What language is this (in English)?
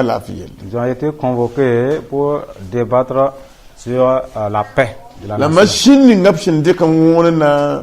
Mossi